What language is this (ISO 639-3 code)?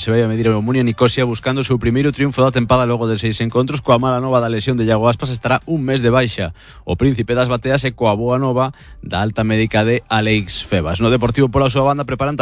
glg